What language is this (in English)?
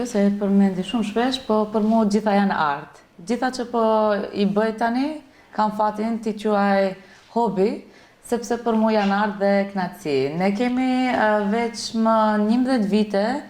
Albanian